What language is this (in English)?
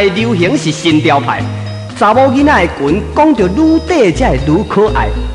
Min Nan Chinese